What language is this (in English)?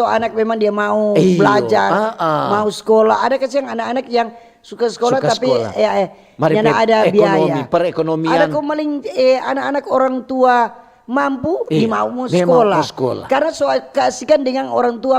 Manado Malay